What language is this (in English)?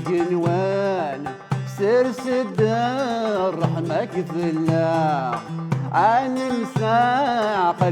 Kabyle